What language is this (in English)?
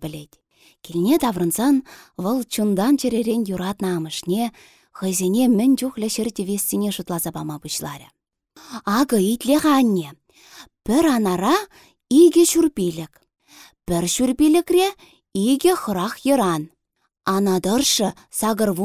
Chuvash